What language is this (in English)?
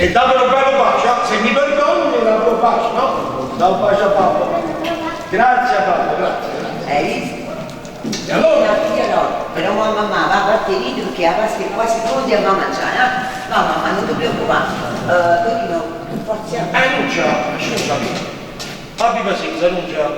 Neapolitan